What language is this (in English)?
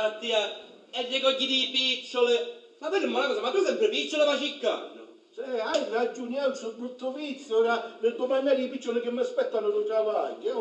Sicilian